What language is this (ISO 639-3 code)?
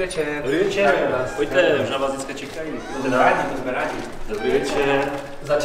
ces